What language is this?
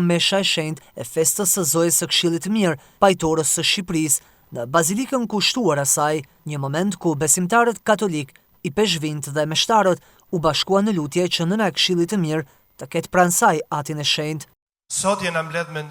Albanian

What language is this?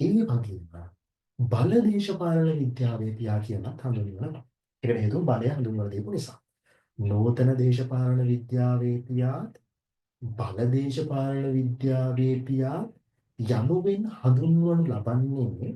Sinhala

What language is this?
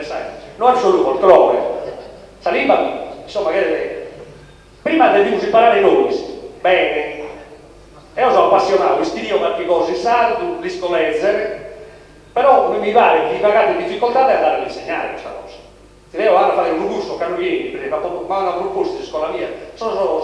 Sardinian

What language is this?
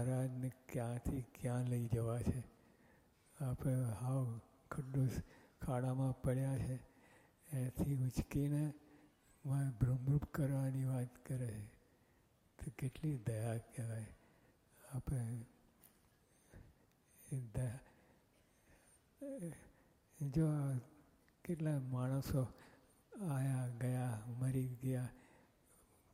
Gujarati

